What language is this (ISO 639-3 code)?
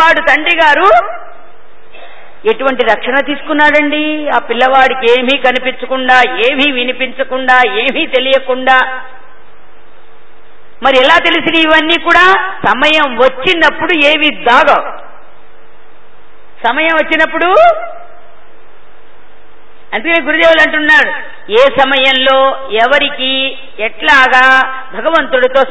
tel